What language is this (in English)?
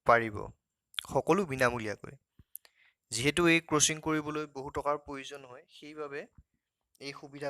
Assamese